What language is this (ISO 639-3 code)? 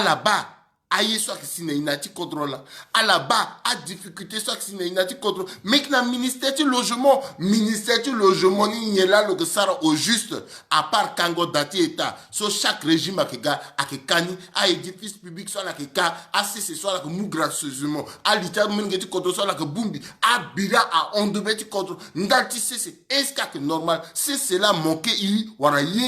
sag